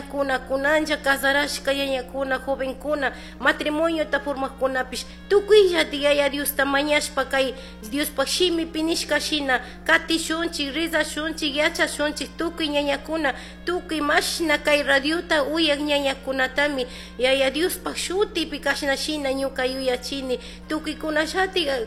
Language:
Chimborazo Highland Quichua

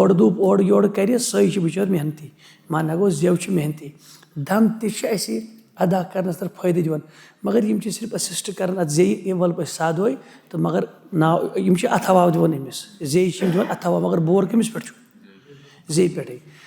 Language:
Kashmiri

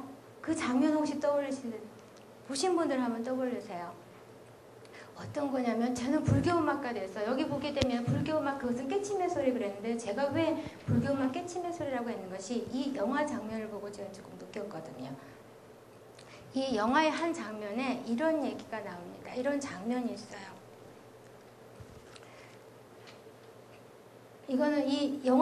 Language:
Korean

